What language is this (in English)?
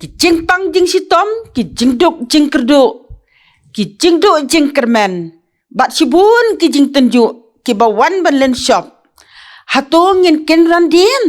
Khasi